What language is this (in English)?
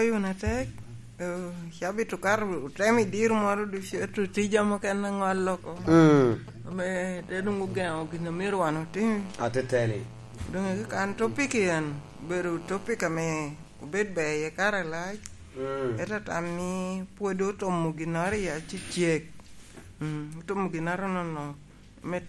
Lango (Uganda)